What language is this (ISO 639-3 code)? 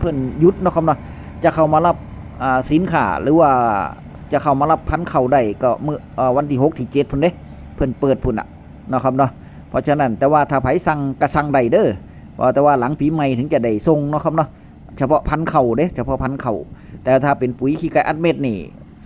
tts